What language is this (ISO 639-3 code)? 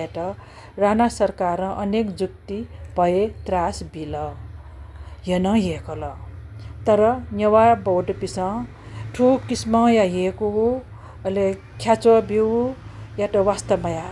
new